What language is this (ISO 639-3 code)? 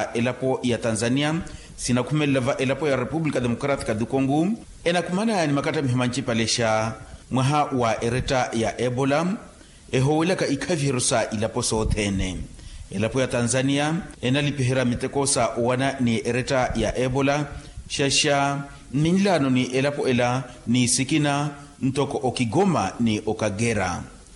vmw